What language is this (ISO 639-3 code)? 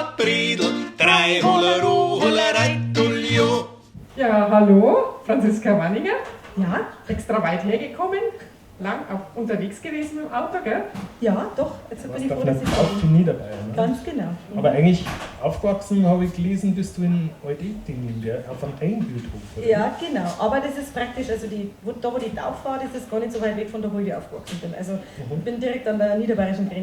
bar